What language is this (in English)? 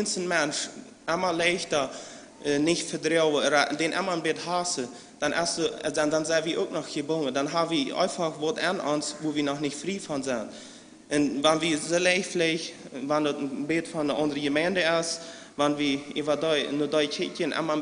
Plautdietsch